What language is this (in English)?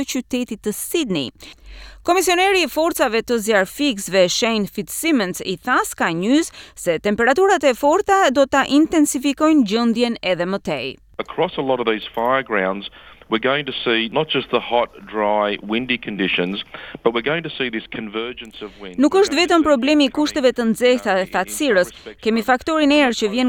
Albanian